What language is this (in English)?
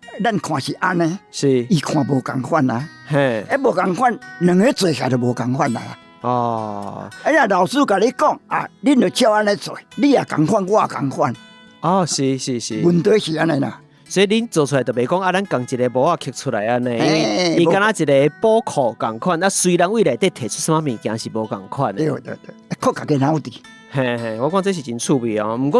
Min Nan Chinese